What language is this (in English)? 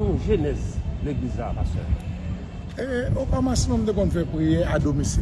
Haitian Creole